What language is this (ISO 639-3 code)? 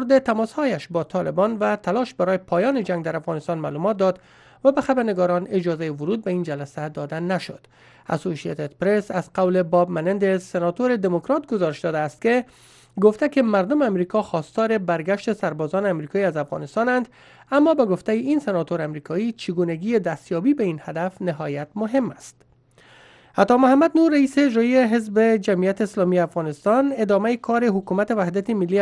fas